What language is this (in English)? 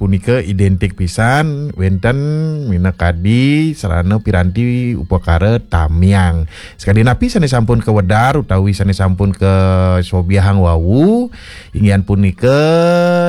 Balinese